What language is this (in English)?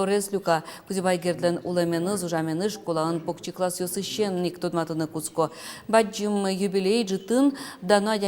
Udmurt